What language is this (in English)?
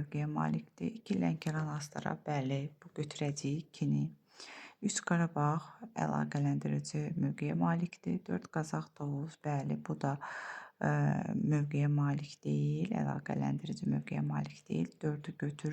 Azerbaijani